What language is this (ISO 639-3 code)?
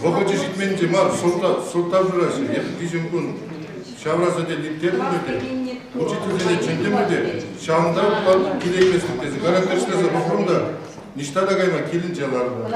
chv